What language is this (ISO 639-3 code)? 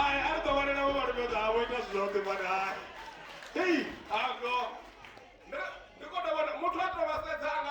ven